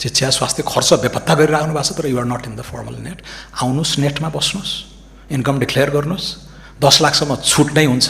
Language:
Nepali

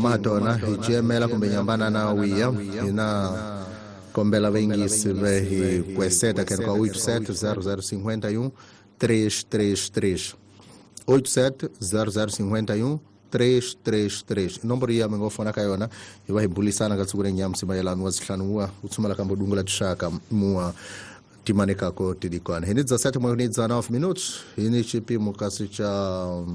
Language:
Tsonga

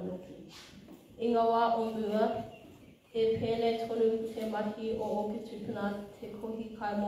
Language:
Māori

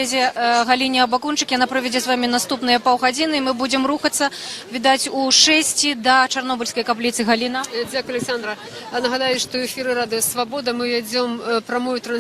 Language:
Belarusian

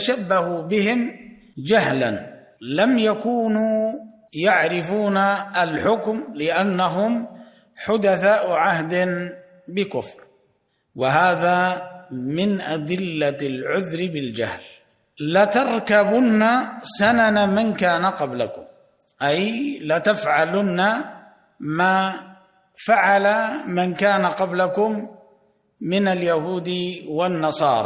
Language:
Arabic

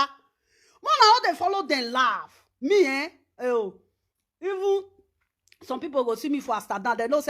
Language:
Nigerian Pidgin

